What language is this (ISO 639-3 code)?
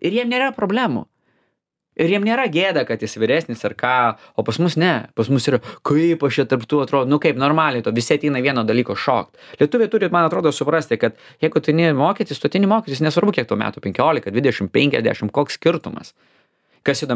lit